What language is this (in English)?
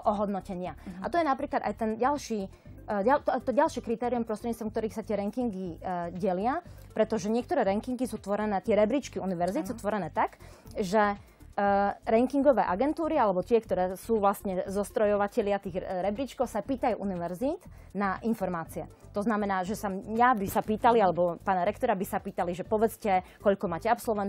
Slovak